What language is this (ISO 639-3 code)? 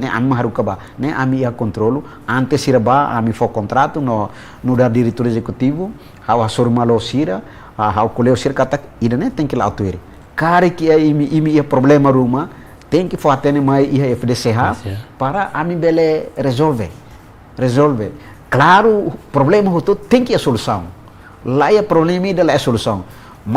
tet